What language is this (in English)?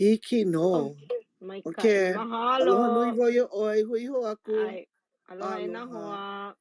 Hawaiian